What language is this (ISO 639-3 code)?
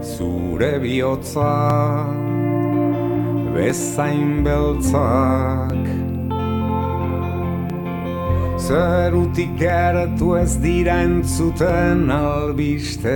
eus